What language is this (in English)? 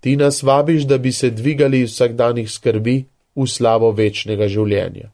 Slovenian